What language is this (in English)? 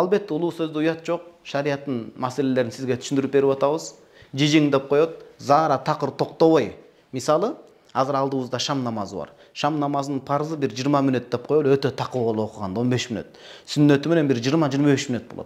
Kyrgyz